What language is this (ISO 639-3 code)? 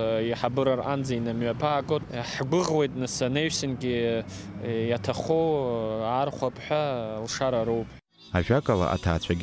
abk